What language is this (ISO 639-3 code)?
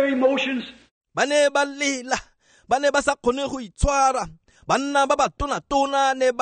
tsn